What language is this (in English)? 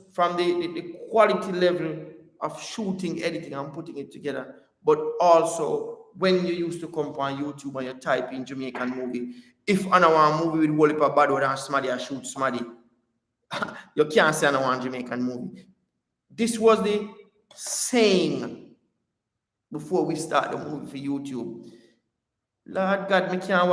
Jamaican Creole English